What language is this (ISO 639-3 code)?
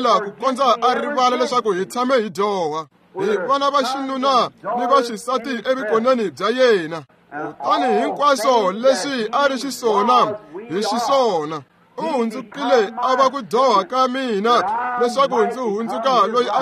tso